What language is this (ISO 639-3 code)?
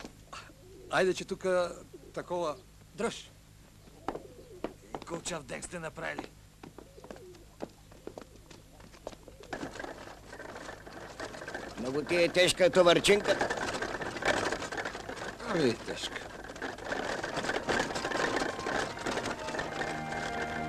bul